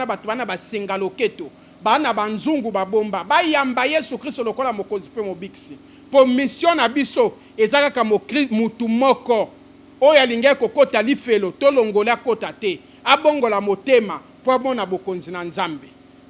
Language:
Lingala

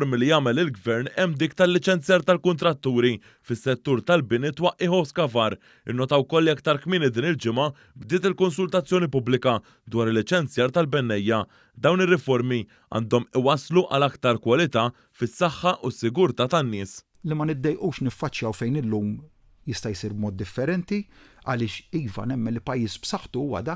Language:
Maltese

